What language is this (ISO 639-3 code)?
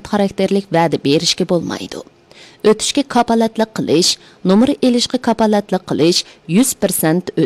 uig